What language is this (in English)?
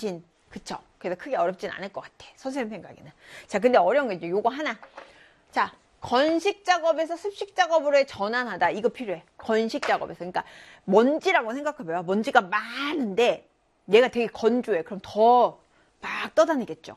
Korean